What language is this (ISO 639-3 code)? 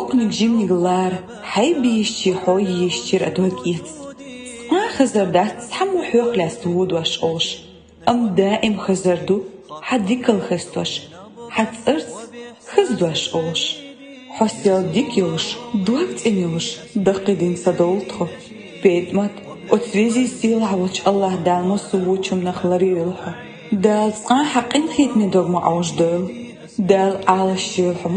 che